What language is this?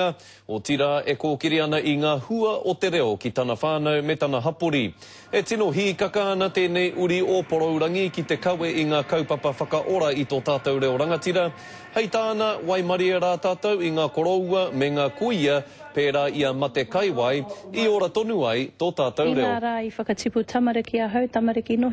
Māori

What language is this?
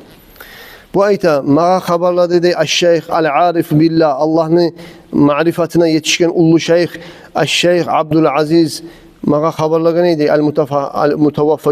Kumyk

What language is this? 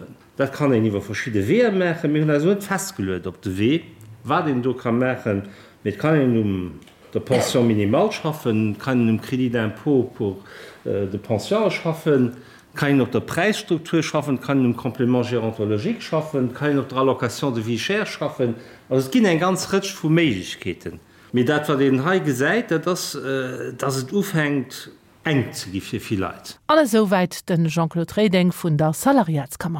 Luxembourgish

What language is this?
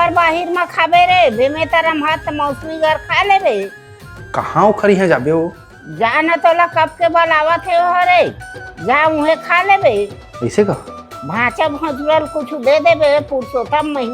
Chhattisgarhi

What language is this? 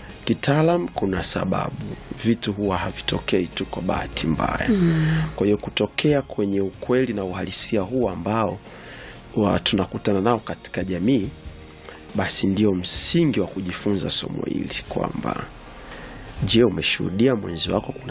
Swahili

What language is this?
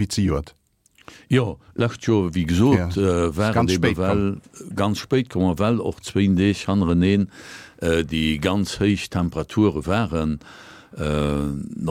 Luxembourgish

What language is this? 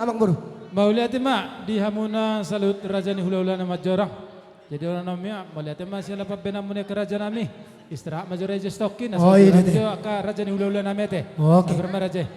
Batak Toba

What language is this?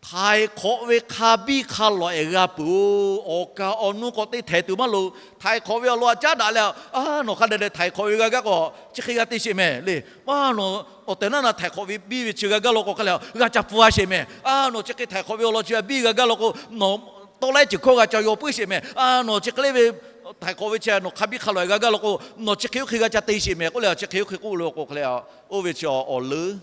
Lahu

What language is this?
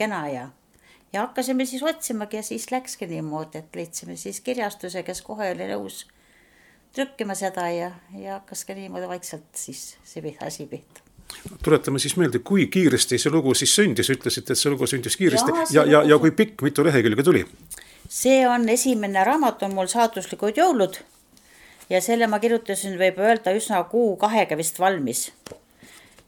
Estonian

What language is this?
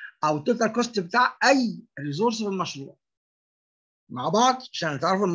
Egyptian Arabic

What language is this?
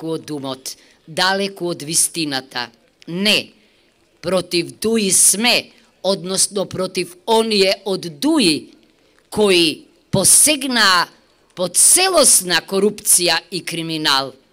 Macedonian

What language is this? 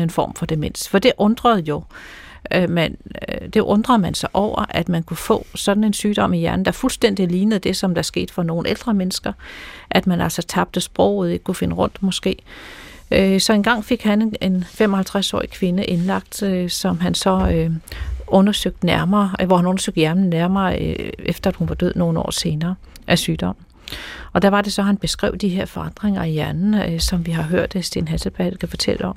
Danish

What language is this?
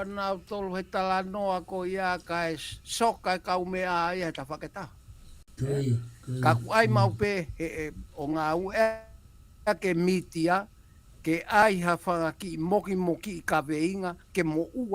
Tongan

